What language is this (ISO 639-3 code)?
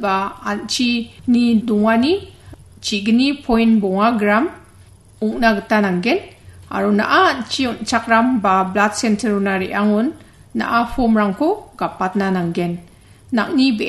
grt